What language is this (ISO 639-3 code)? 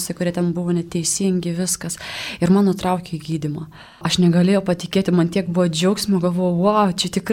lit